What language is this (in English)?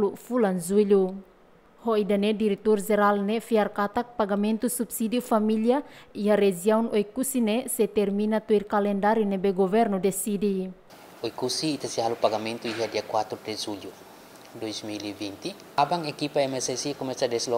Tetum